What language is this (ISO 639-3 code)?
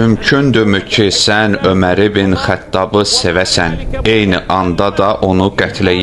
aze